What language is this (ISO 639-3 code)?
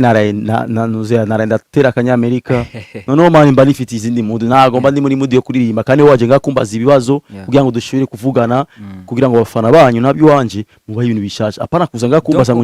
run